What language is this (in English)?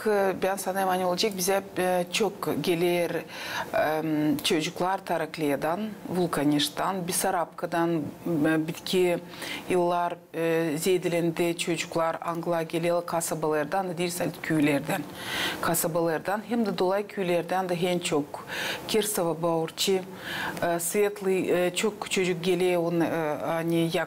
Gagauz